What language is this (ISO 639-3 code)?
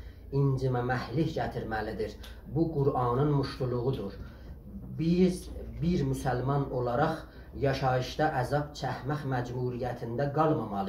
azb